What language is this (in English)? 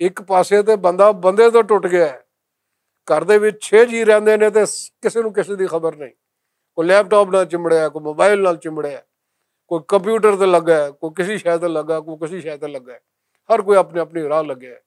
Western Panjabi